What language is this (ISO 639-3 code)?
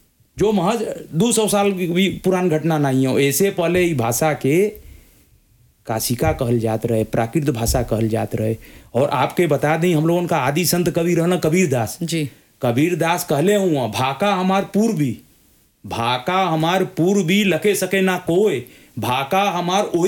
bho